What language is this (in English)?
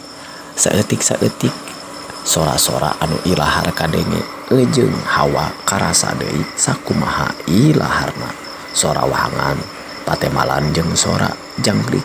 Sundanese